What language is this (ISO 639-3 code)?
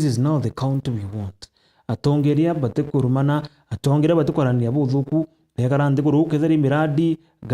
mer